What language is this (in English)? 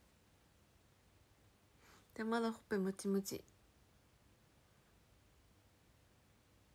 Japanese